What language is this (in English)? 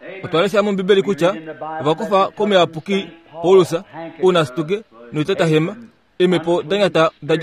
Kuanyama